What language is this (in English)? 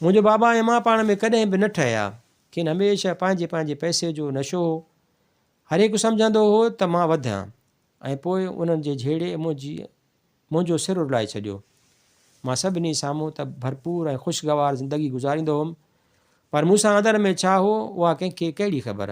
Sindhi